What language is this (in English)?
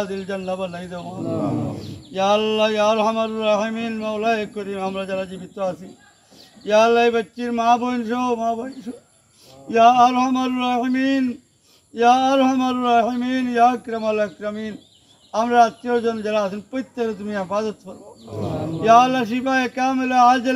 Sylheti